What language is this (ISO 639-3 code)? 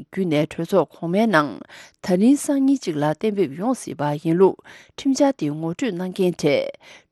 bod